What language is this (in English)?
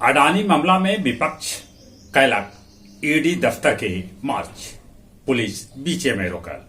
Magahi